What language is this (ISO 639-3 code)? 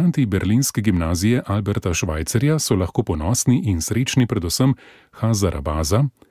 slv